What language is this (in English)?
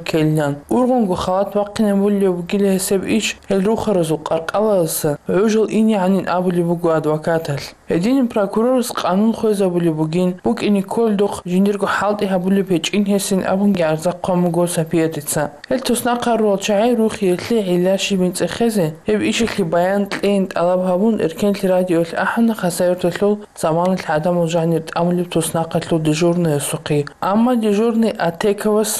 Avaric